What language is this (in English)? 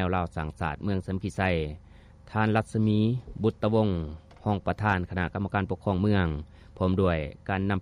Lao